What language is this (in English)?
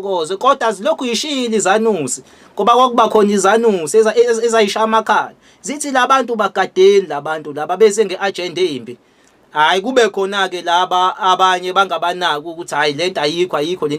Zulu